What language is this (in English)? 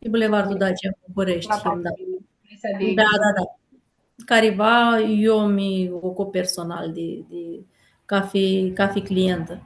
Aromanian